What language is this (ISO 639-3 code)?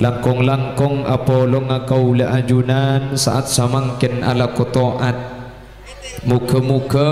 mad